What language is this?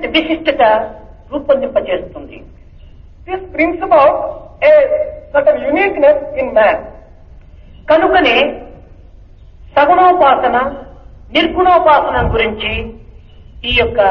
Telugu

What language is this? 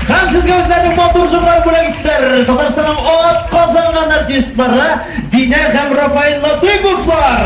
Tatar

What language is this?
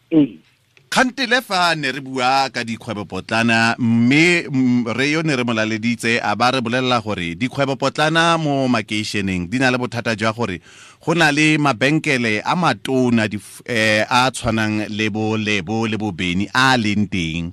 Tswana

